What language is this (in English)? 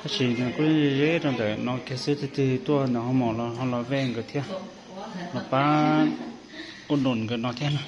Hmong